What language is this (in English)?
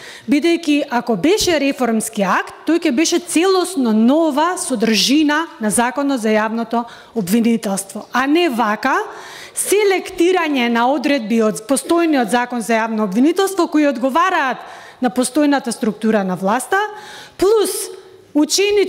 Macedonian